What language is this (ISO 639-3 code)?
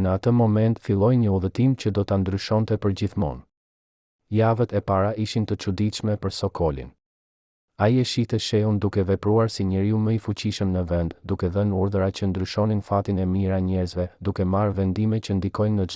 sqi